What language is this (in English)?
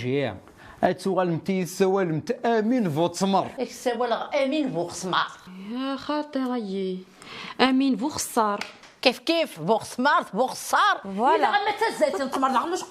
Kabyle